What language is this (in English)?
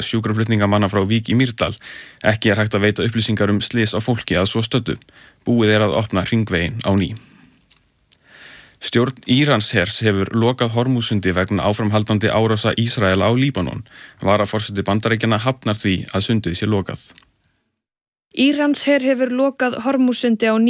Icelandic